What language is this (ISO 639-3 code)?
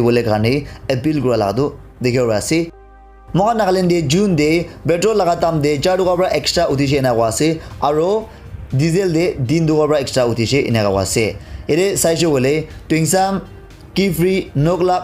nag